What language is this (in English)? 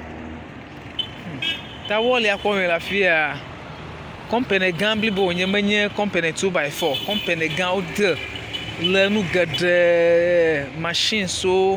Ewe